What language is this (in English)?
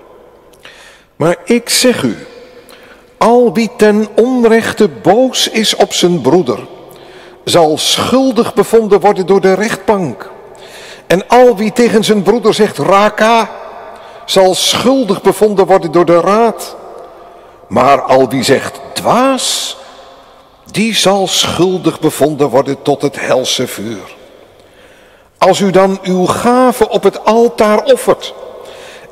Dutch